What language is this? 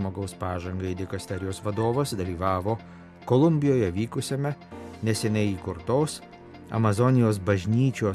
Lithuanian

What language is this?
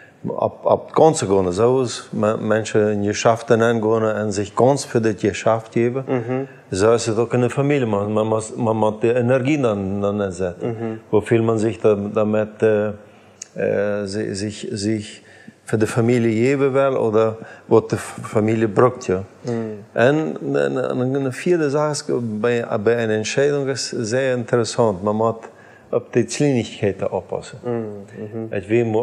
Plautdietsch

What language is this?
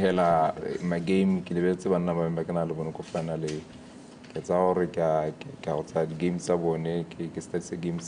Tswana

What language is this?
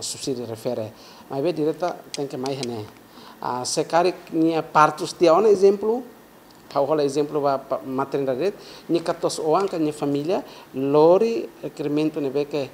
Tetum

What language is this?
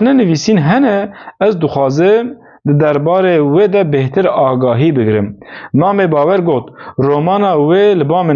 Kurdish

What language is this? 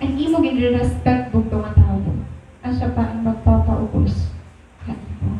Waray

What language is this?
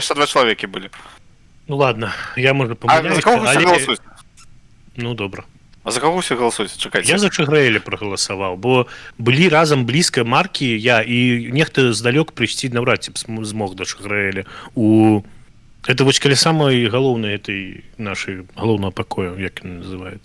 Belarusian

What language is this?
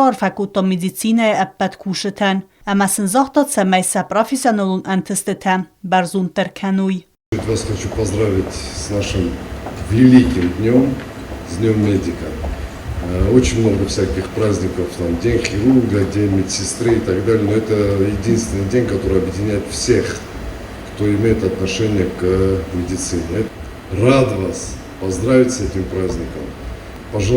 Ossetic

